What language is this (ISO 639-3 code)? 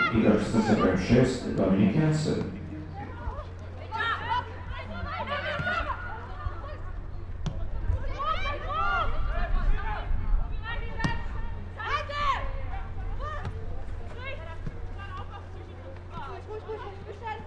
hrv